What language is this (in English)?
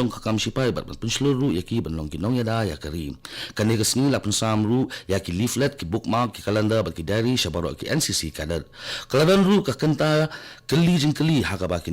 Khasi